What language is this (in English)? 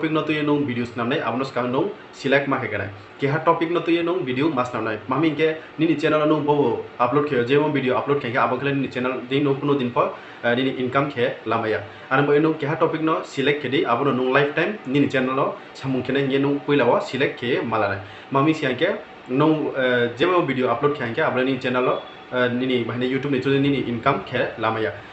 Riang (India)